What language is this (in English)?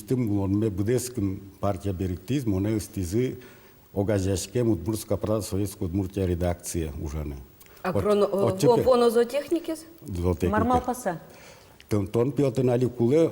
Udmurt